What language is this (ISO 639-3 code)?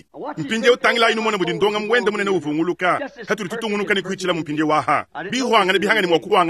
lua